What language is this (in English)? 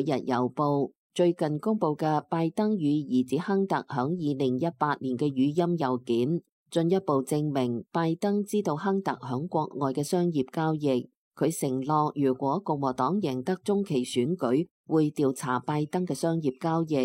Cantonese